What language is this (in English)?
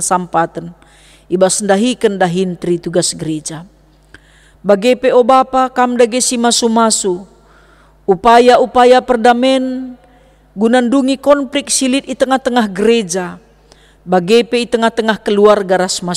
Batak Karo